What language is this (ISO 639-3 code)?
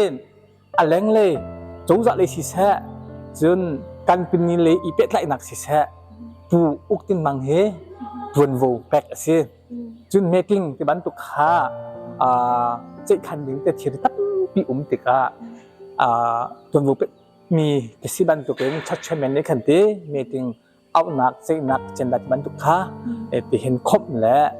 cnh